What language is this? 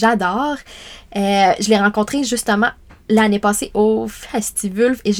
French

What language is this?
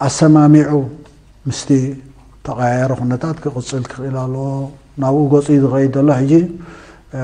Tigrinya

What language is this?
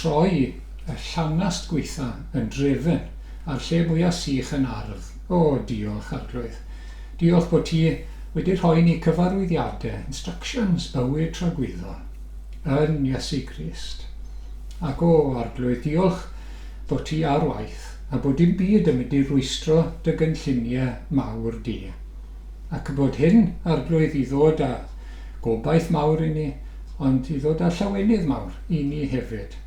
Welsh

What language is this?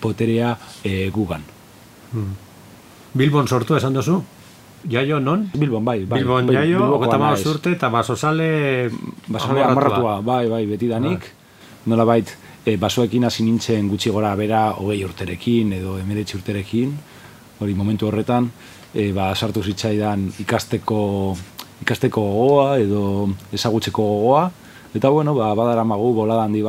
Basque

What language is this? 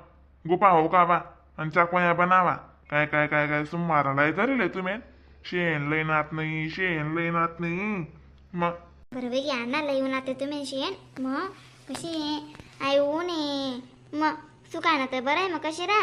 Khandesi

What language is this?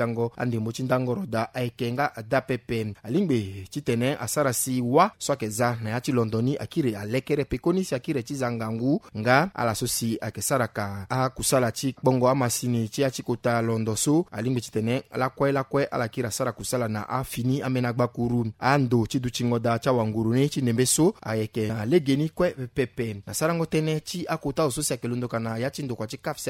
Sango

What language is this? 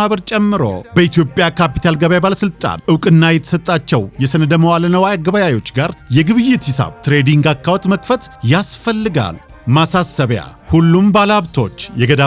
Amharic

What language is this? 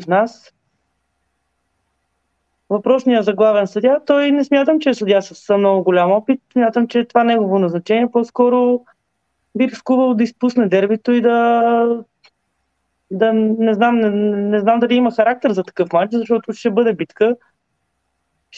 Bulgarian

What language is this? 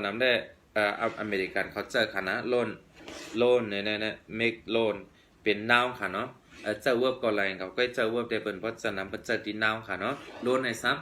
Shan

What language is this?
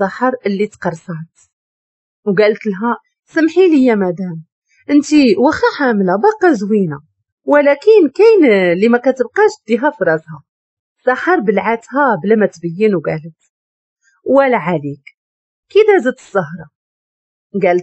Moroccan Arabic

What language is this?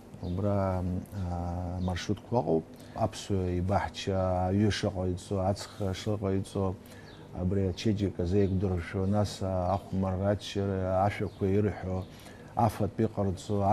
Abkhazian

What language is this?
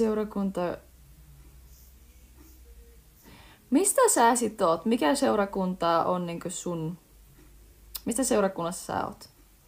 Finnish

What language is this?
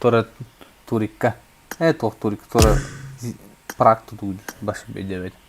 Yakut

